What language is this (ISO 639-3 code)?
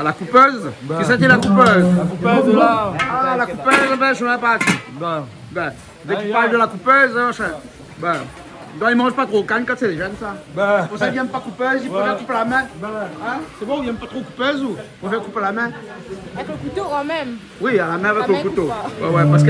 rcf